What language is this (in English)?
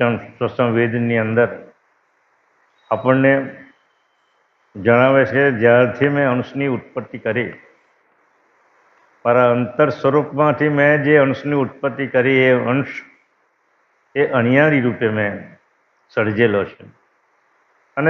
Gujarati